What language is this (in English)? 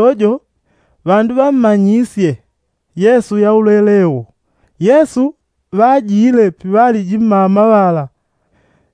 Yao